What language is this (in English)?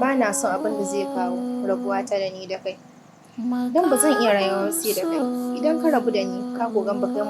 Hausa